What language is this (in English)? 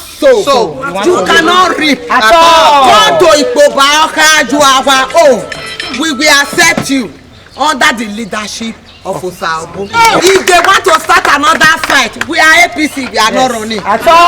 Nigerian Pidgin